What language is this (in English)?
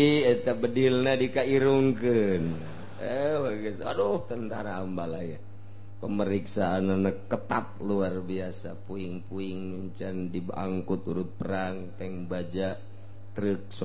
Sundanese